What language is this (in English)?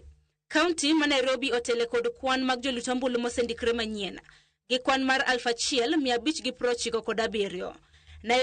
Luo (Kenya and Tanzania)